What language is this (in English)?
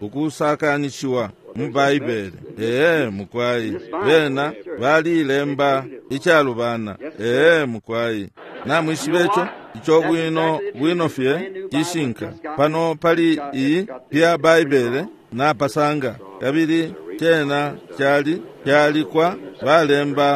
Bemba